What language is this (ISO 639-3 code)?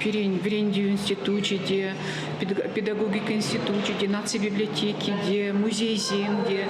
chv